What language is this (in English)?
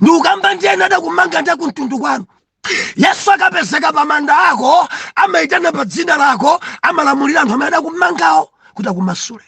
Nyanja